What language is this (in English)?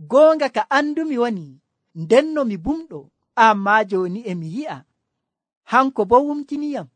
Nigerian Fulfulde